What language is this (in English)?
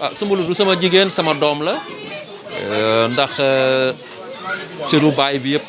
Wolof